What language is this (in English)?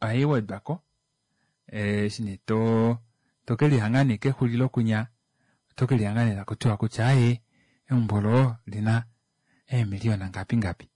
Kuanyama